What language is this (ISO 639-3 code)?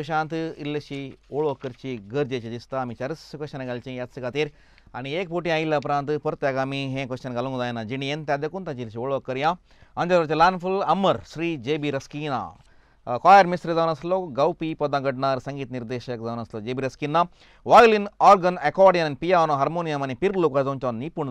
kok